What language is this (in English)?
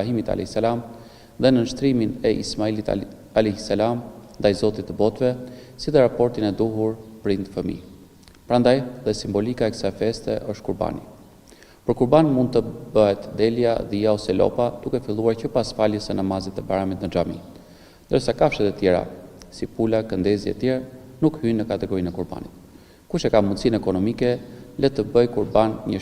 Albanian